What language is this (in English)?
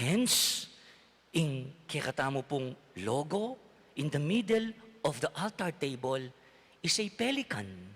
Pampanga